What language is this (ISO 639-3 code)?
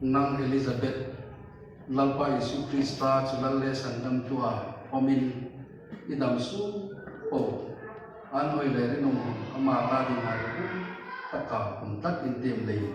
hmr